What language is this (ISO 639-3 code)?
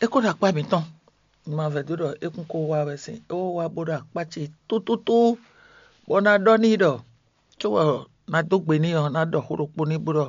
fon